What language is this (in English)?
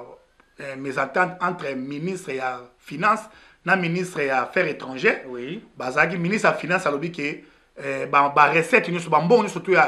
Lingala